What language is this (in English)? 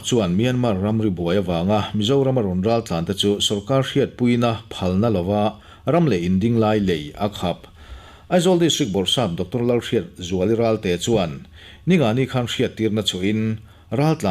Mizo